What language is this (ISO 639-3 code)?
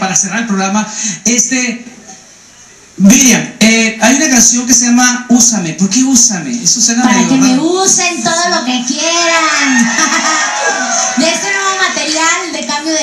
spa